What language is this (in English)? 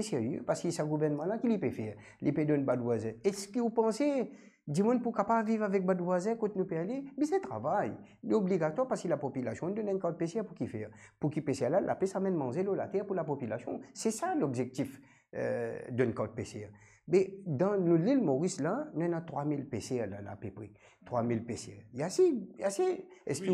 Morisyen